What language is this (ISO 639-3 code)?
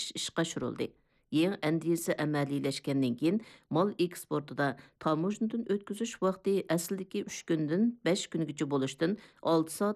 uig